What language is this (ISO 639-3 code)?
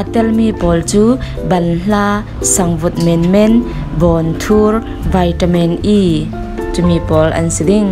cfm